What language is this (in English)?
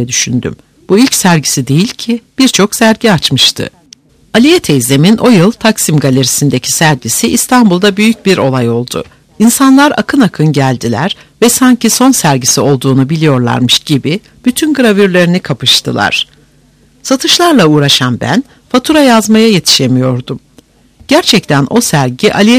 Turkish